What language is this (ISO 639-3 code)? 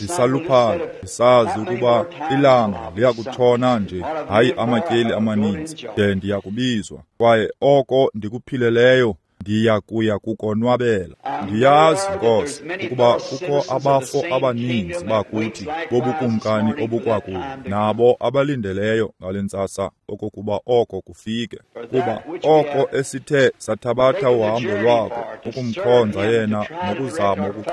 xho